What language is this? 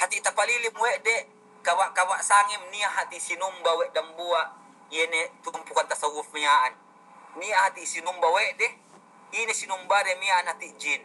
Yakan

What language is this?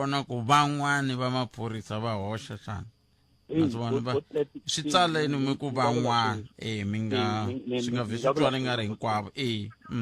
Tsonga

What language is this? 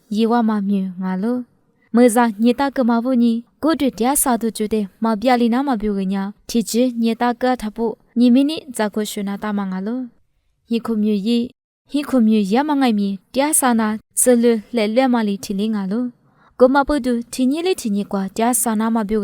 Lisu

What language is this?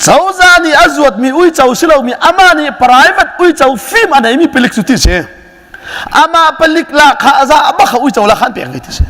Hakha Chin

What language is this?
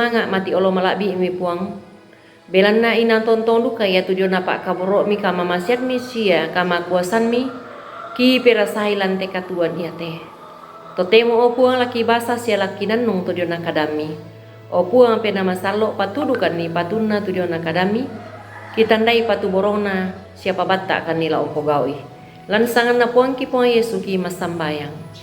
Toraja-Sa'dan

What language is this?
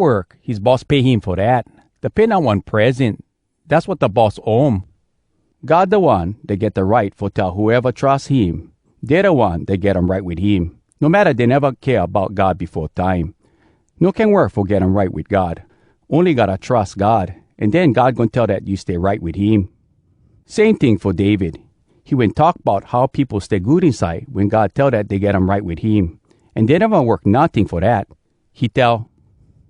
Hawai'i Creole English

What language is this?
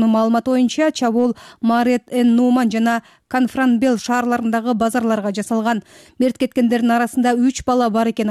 Kyrgyz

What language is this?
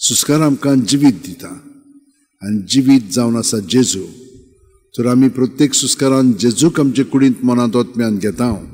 Konkani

